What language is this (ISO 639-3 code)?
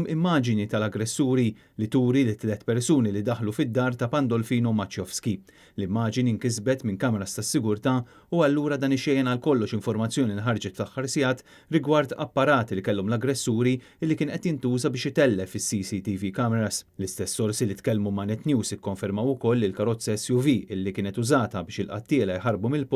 mlt